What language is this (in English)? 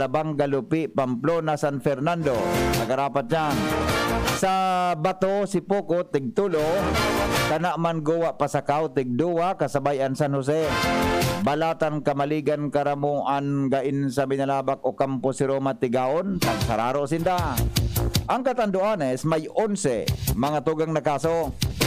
Bikol